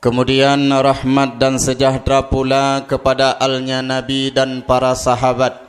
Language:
Achinese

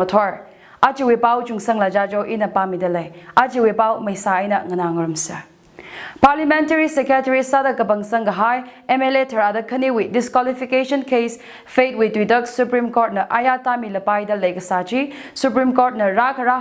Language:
Tangkhul Naga (India)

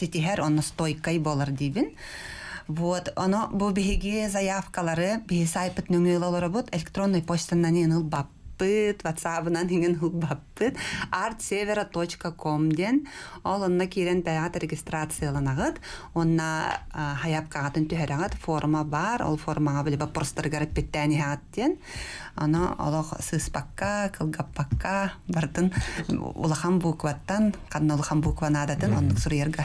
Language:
Yakut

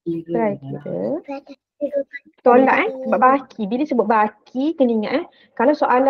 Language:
Malay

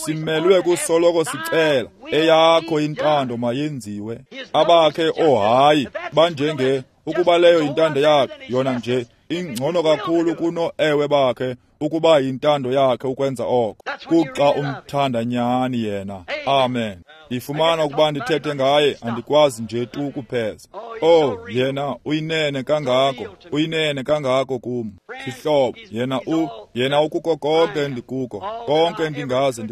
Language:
Xhosa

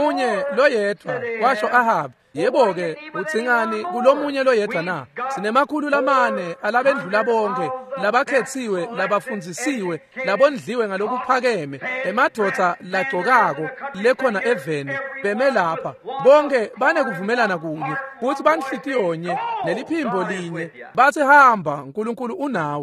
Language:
Swati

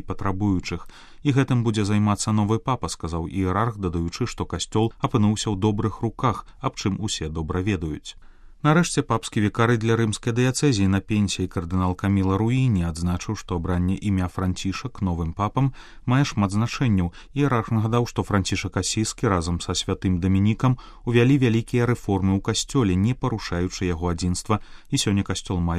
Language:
Belarusian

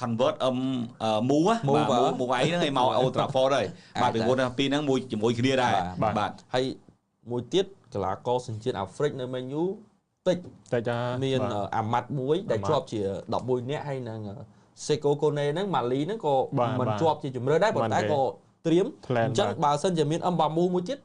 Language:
Khmer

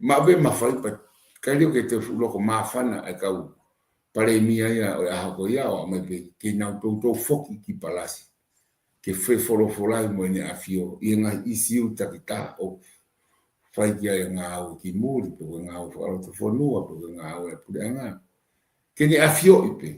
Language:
Tongan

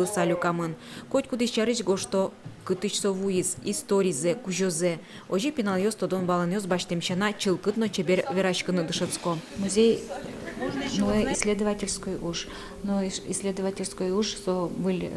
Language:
Udmurt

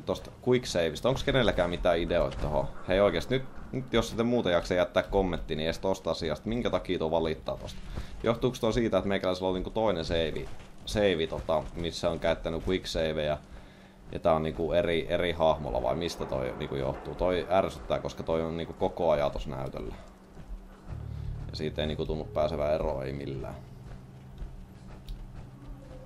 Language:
Finnish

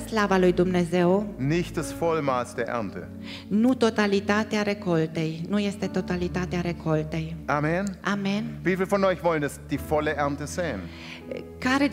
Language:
Romanian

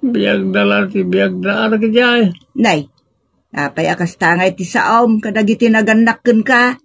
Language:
Iloko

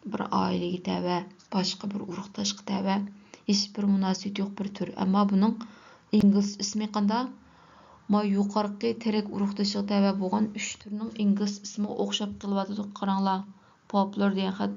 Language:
Uyghur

